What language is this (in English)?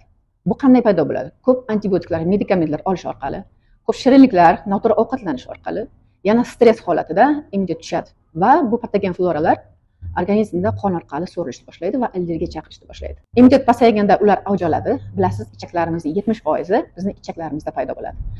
Uzbek